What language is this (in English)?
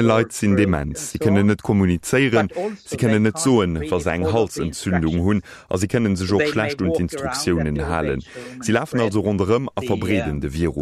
Luxembourgish